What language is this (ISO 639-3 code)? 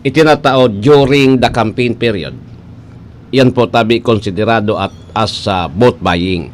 bik